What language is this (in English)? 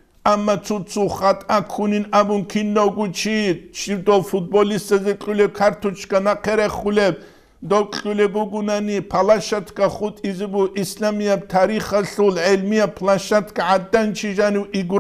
Avaric